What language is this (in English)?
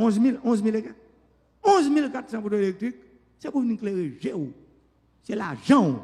Haitian Creole